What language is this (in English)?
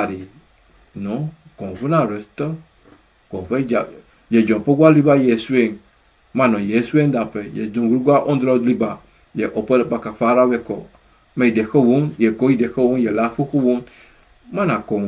Sranan Tongo